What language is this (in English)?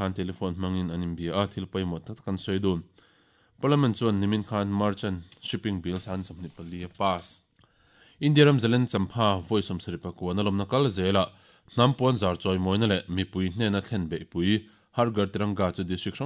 Mizo